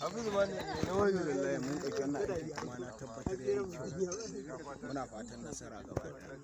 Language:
Hausa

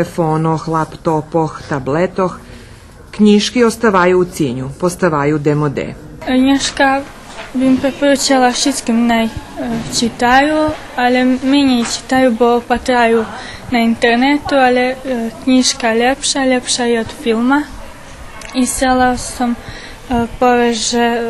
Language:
Rusyn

